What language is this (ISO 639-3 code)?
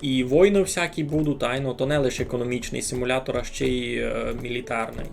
rue